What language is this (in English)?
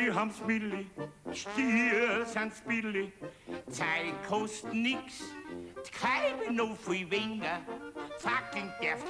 Bavarian